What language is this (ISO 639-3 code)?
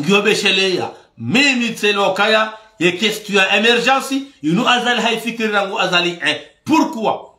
zdj